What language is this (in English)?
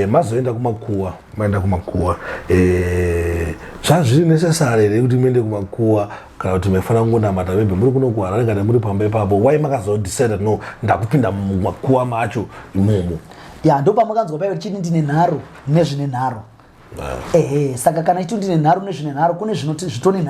Shona